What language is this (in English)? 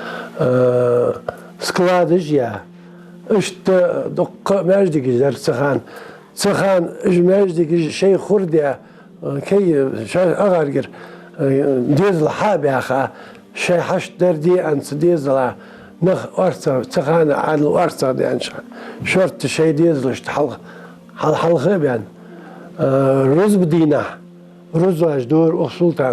Ingush